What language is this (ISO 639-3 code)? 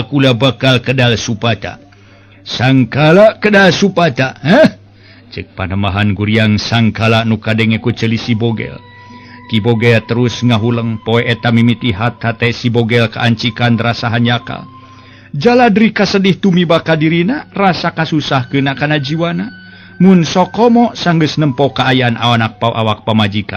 sun